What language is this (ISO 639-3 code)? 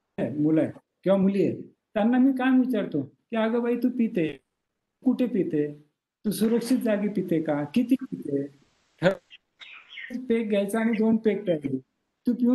mar